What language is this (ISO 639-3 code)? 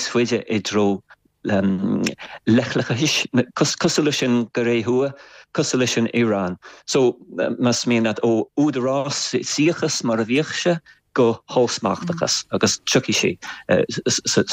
gle